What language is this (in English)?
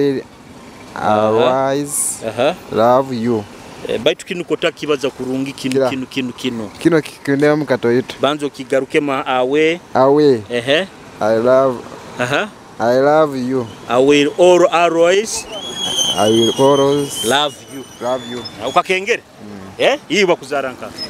Nyoro